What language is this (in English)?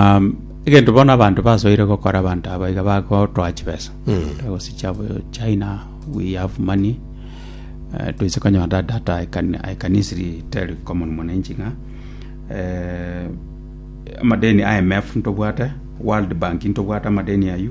Gusii